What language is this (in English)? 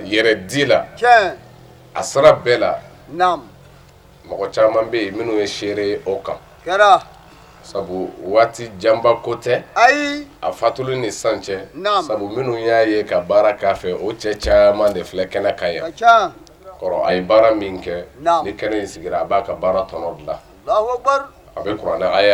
Bambara